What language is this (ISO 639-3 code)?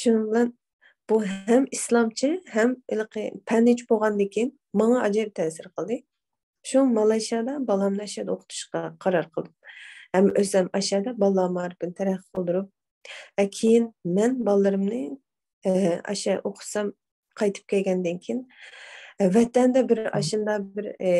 uig